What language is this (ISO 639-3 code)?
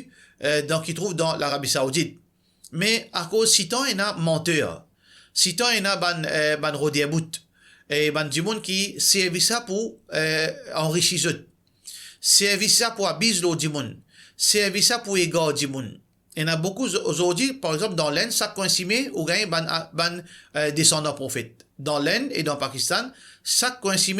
mfe